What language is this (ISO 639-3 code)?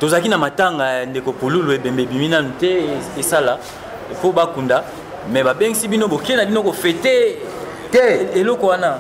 lin